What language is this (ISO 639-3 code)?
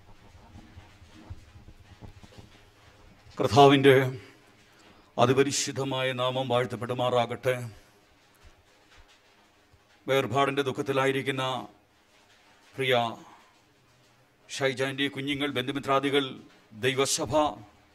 mal